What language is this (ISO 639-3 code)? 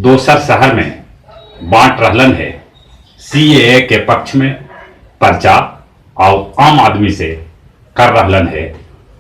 mag